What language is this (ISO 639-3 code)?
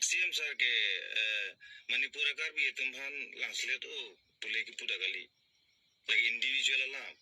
mjw